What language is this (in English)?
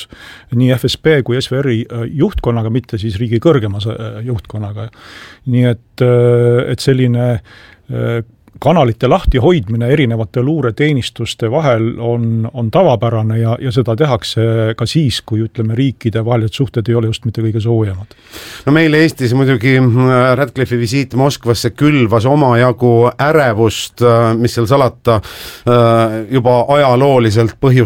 Estonian